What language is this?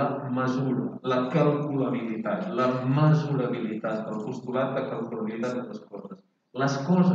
Catalan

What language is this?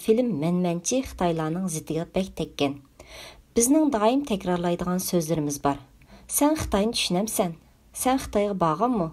Uyghur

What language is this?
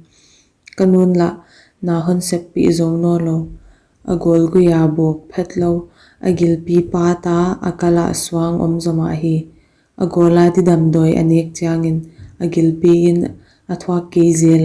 Paite Chin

